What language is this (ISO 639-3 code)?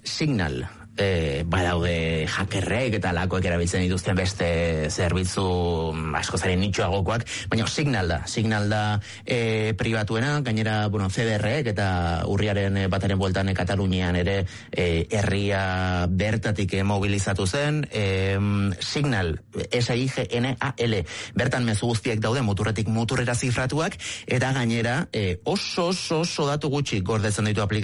eus